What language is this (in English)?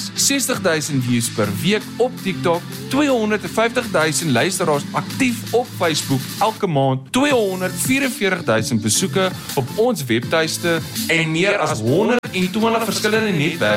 Afrikaans